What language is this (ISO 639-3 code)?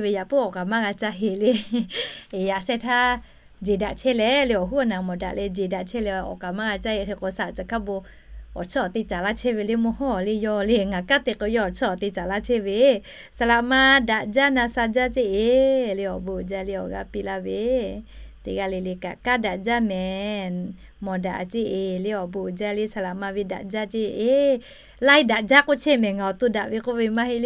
lhu